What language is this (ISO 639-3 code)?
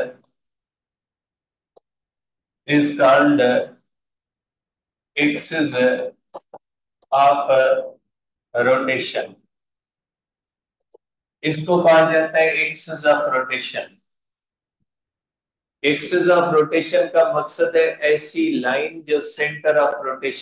hin